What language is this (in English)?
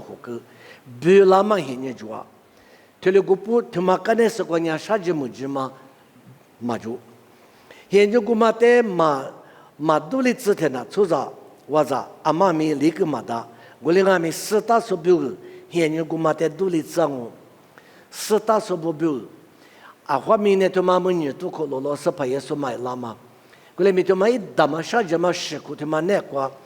Lisu